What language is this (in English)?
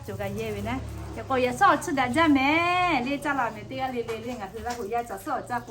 Lahu